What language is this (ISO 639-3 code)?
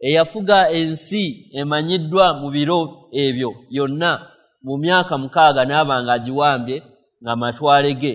lug